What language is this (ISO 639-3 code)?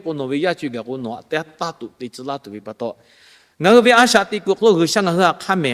lhu